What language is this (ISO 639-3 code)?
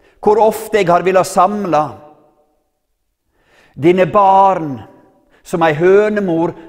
nor